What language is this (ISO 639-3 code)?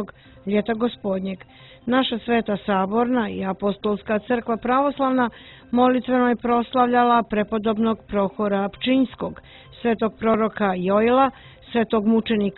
srp